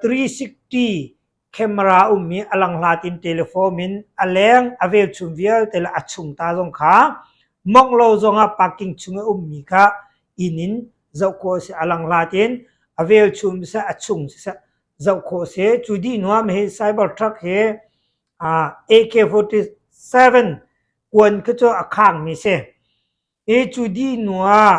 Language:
Hakha Chin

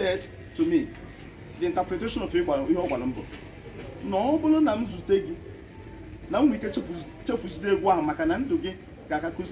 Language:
Igbo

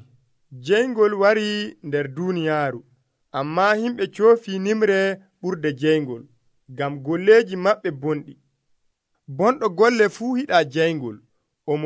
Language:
Nigerian Fulfulde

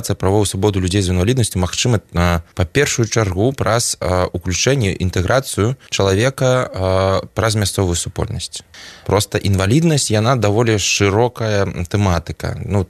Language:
Belarusian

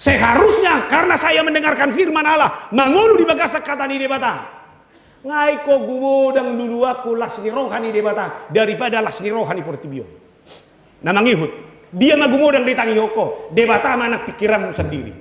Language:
Batak Toba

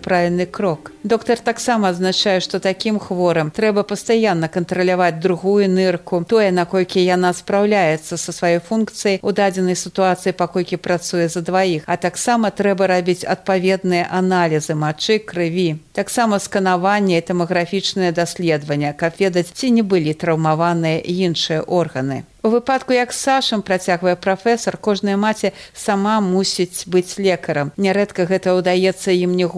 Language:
Belarusian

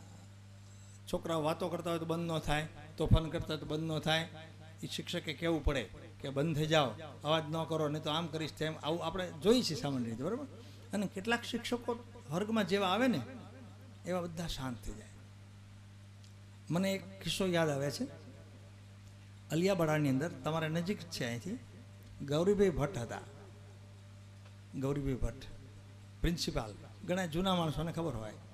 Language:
Gujarati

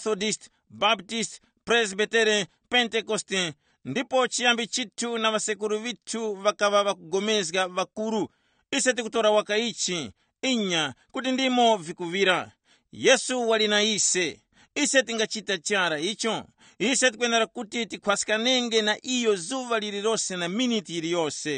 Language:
Tumbuka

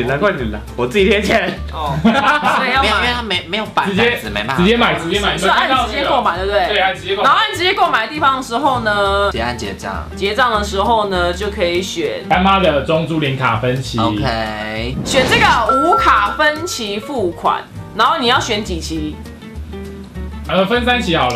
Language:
Chinese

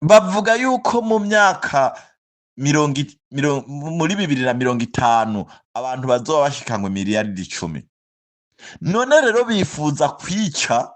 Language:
Rundi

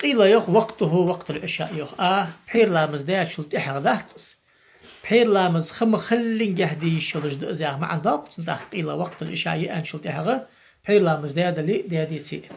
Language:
Ingush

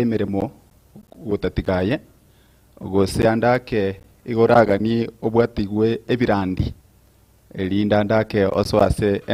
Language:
Gusii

